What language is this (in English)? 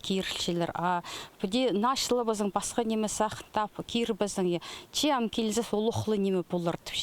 Khakas